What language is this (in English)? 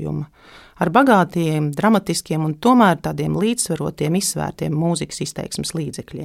Latvian